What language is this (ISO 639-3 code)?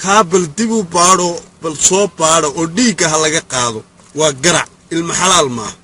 som